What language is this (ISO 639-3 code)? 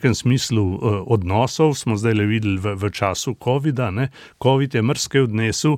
slv